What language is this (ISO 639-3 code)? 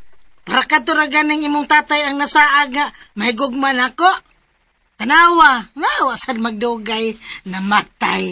ceb